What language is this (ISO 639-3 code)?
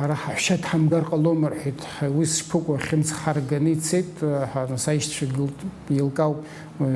abk